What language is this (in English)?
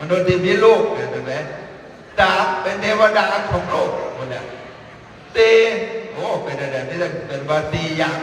Northeastern Thai